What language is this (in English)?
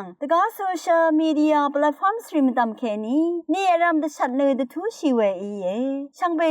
Rawang